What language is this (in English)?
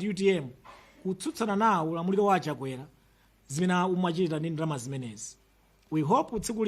Nyanja